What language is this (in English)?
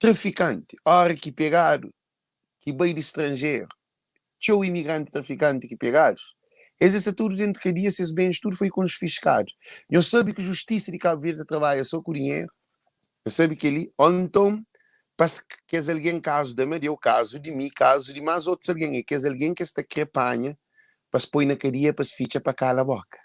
Kabuverdianu